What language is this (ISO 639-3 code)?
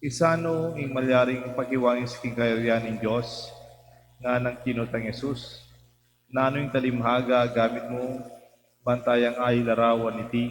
pam